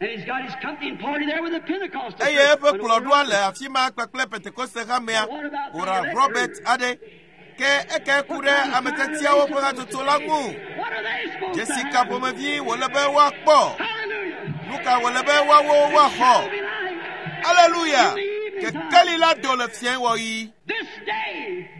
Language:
Ewe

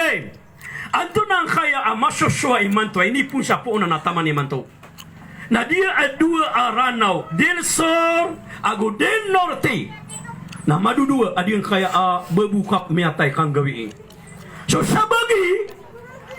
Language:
Maranao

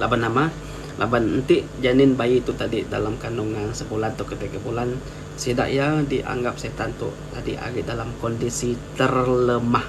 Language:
Iban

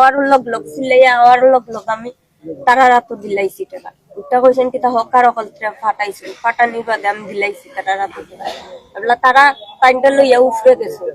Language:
Sylheti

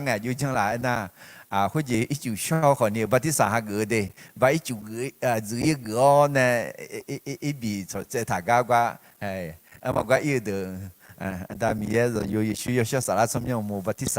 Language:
Akha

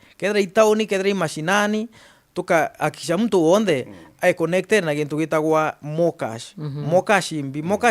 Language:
Meru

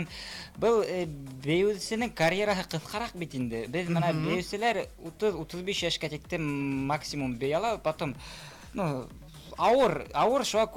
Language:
Bashkir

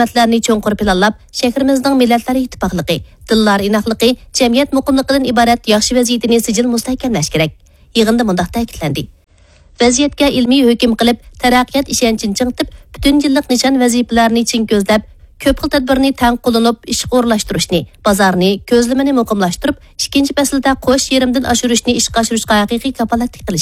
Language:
Uyghur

